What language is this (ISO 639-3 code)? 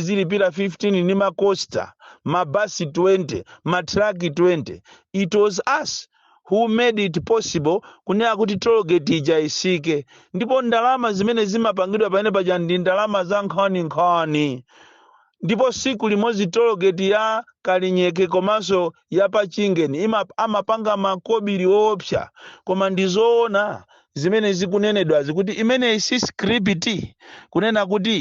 nya